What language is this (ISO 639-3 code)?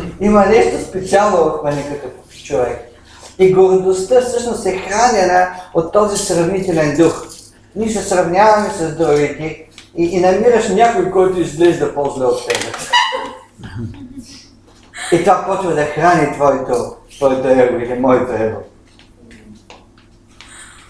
bul